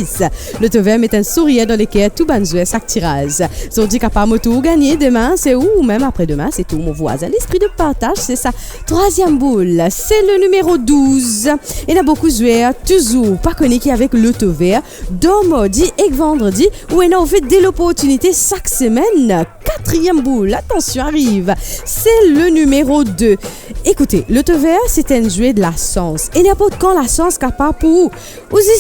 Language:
Morisyen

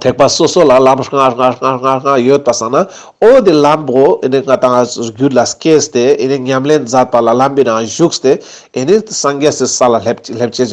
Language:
Ladakhi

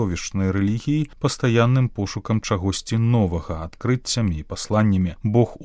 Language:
Belarusian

